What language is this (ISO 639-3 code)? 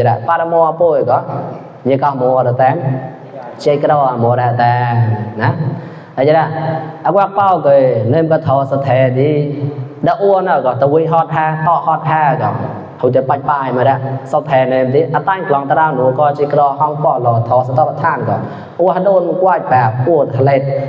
mnw